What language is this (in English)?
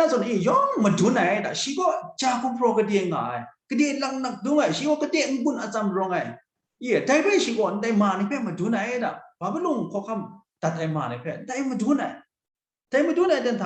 Kachin